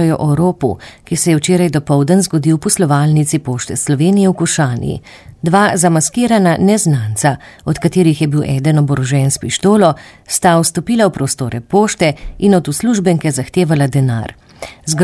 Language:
Slovenian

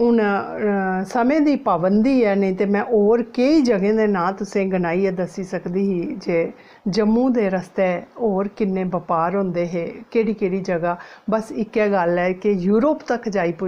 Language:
Dogri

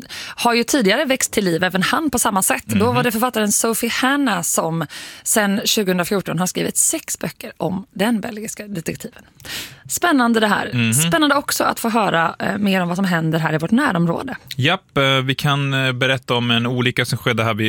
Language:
Swedish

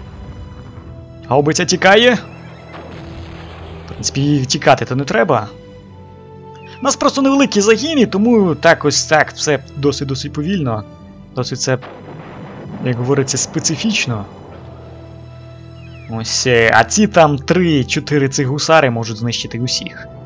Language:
Ukrainian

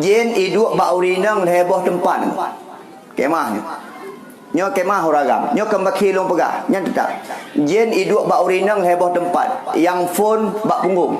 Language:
Achinese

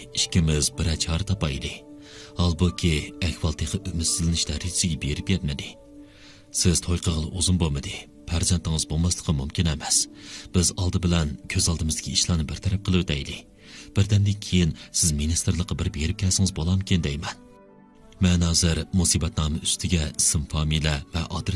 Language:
Uyghur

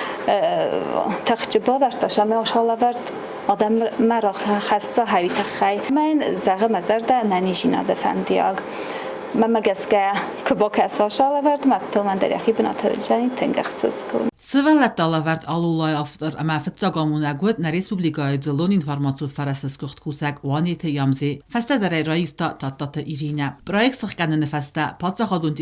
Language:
Ossetic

